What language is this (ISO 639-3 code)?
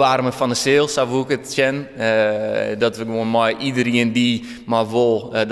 fry